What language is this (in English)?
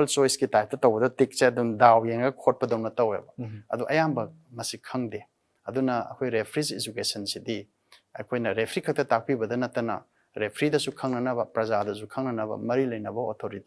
Manipuri